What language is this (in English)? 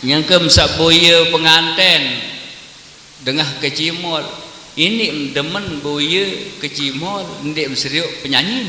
Sasak